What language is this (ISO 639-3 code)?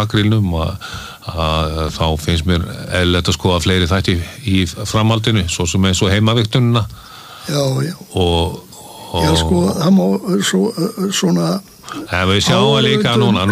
isl